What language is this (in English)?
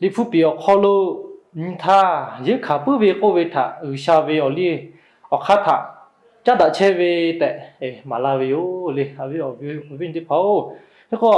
Lahu